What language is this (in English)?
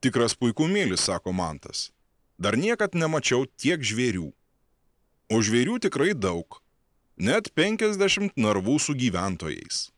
Lithuanian